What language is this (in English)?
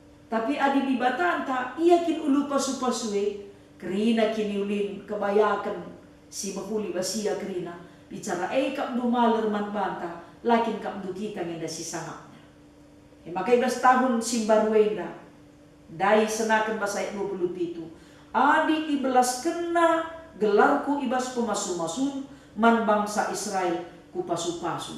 Batak Karo